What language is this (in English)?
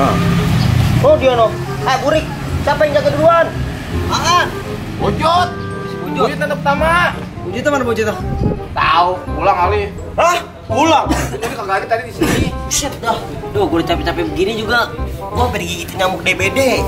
Betawi